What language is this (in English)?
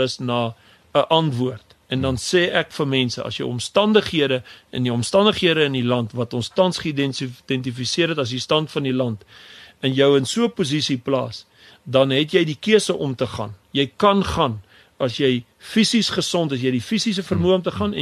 Afrikaans